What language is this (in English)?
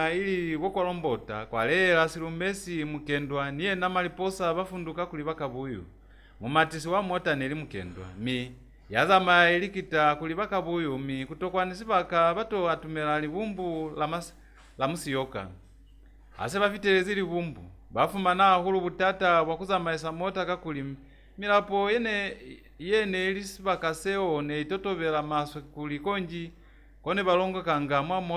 Lozi